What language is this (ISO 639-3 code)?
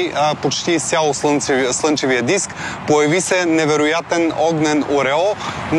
bul